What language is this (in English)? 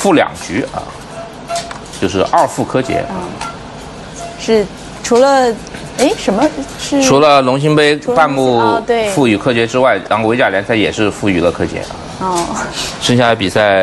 Chinese